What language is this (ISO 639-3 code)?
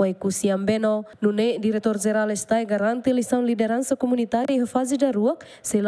tet